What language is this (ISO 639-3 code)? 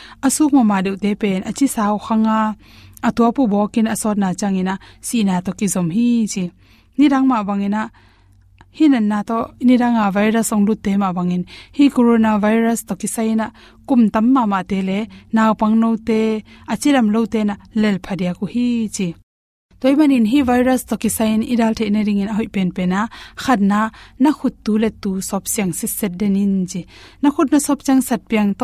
ctd